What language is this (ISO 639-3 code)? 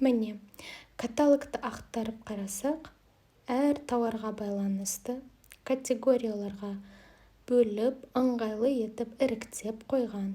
kaz